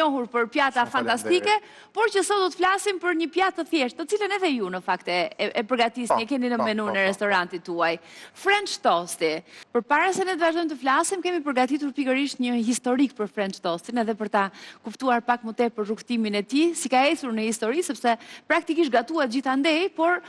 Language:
Albanian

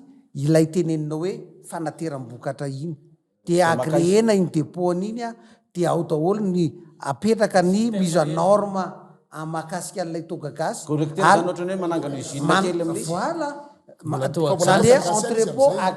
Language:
Malagasy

